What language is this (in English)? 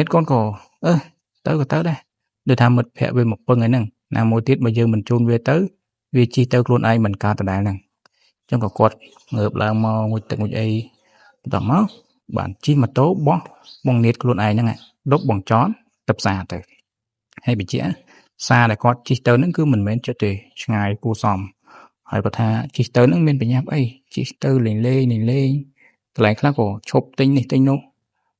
Khmer